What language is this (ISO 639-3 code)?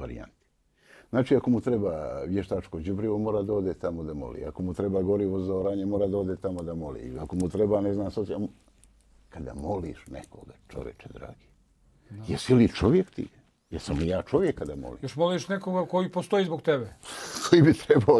bos